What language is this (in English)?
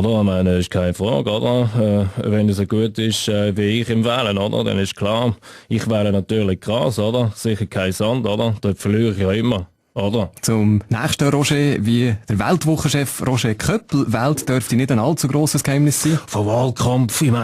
Swiss German